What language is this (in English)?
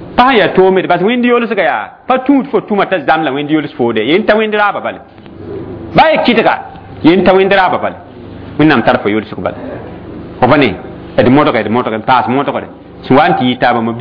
Mossi